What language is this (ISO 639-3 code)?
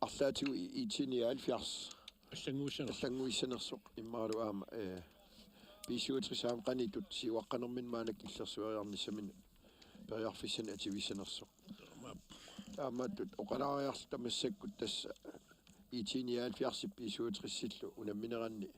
kal